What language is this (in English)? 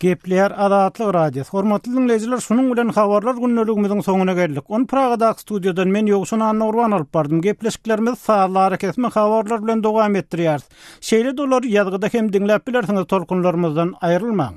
Turkmen